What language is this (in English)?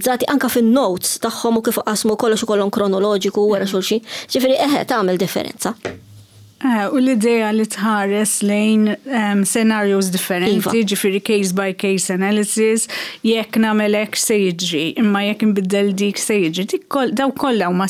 Maltese